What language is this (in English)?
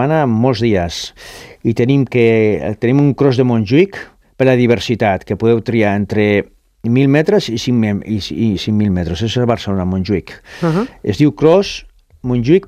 Catalan